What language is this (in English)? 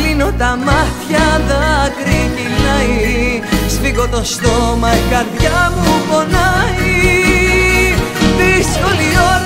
Greek